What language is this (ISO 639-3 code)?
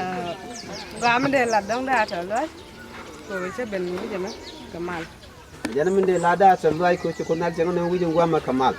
nus